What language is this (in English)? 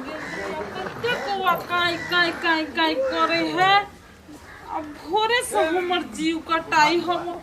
Maithili